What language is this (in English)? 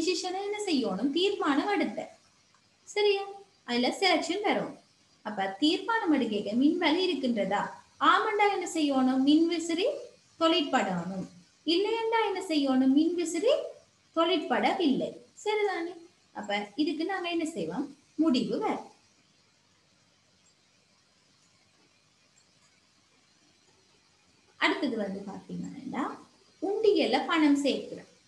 Tamil